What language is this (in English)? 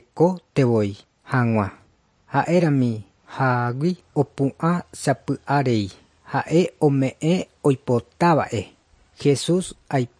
Guarani